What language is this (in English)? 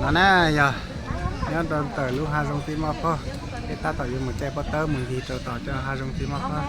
Hmong